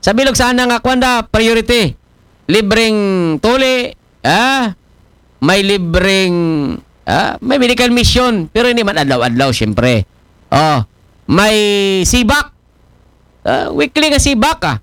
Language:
Aklanon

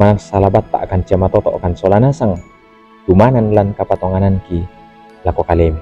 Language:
Toraja-Sa'dan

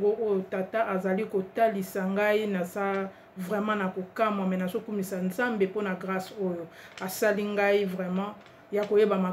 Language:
Lingala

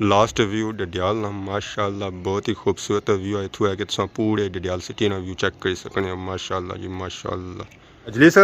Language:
Pahari-Potwari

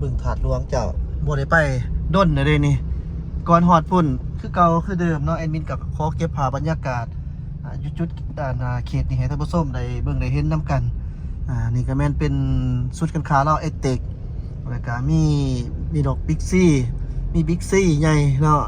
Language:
Lao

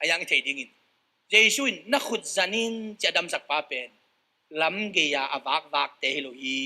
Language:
Tedim Chin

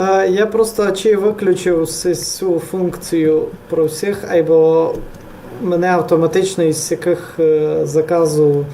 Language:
Rusyn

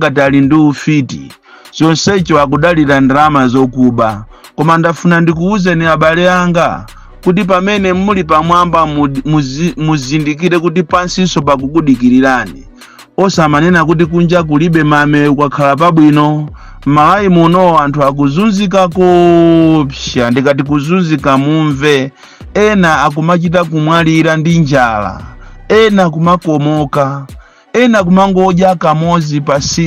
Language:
Nyanja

